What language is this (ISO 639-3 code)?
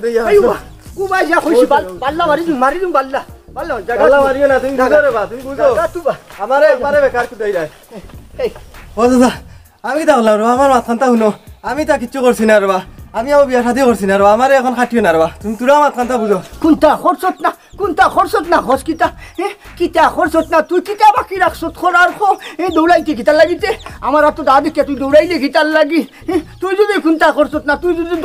syl